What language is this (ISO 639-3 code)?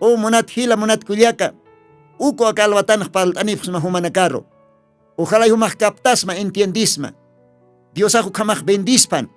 aym